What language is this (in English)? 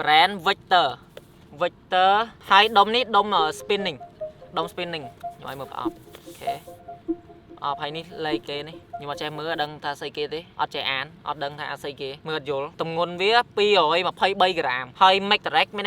Khmer